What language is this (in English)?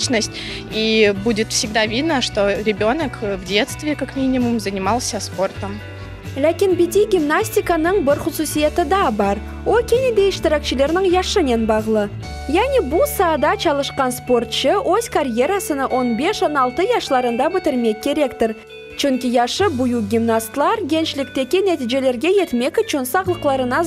Crimean Tatar